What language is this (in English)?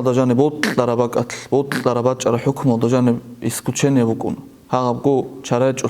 Avaric